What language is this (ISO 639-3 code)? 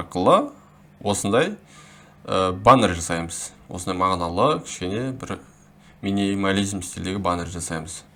kaz